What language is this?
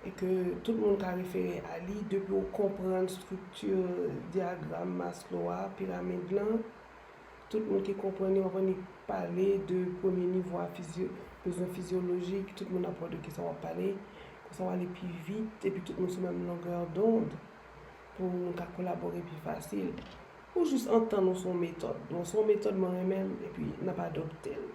Haitian Creole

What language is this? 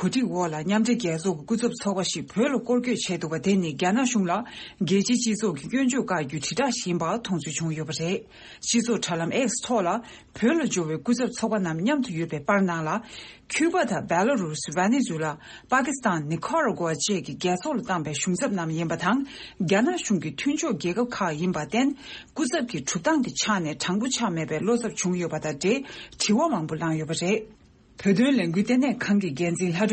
Tibetan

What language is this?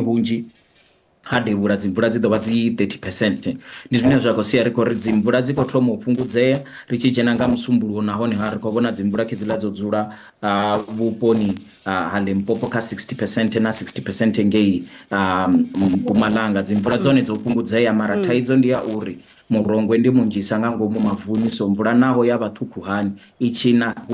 Venda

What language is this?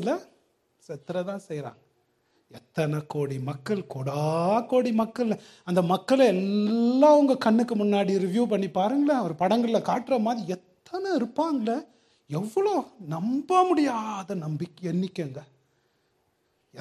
Tamil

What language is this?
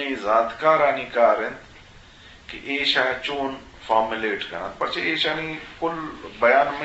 Eastern Balochi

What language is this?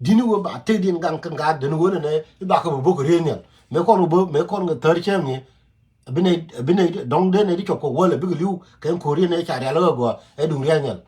Nuer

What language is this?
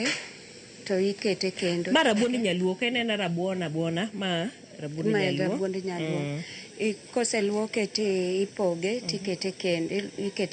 Luo (Kenya and Tanzania)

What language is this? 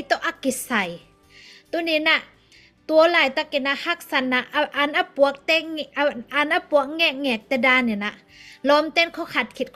Tedim Chin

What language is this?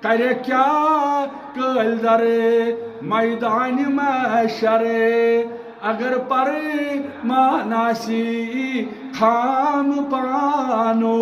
Kashmiri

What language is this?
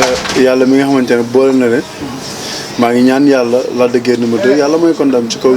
Wolof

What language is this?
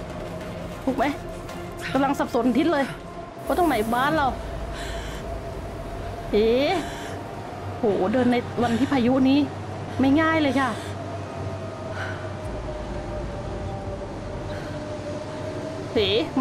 Thai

